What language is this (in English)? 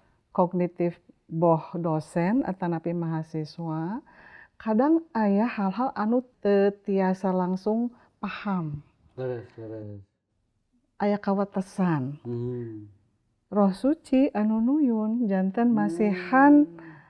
Sundanese